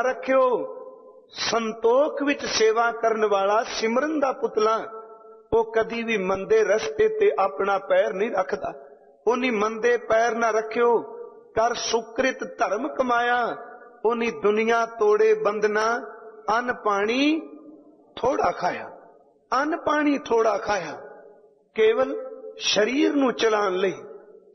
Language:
Punjabi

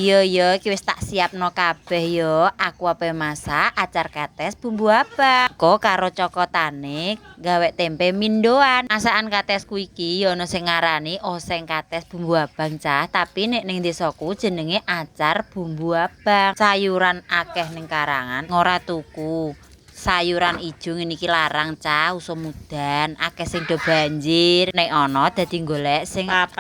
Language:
Javanese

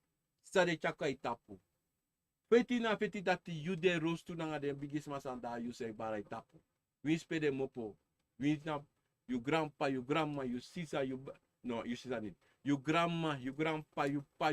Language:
Sranan Tongo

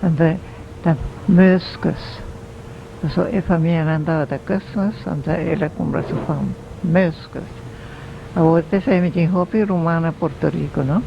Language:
Papiamento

